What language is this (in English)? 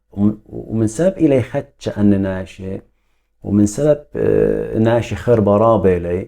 Assyrian Neo-Aramaic